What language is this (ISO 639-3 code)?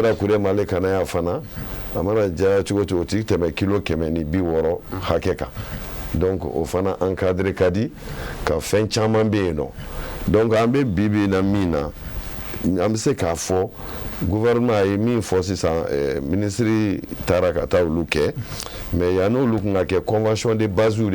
bam